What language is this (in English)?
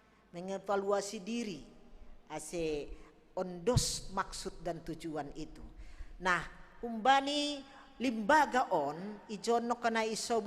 Batak Simalungun